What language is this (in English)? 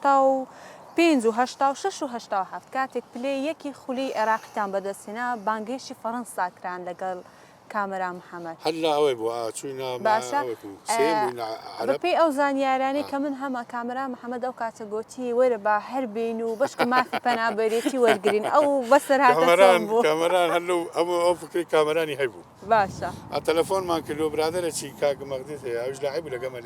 Central Kurdish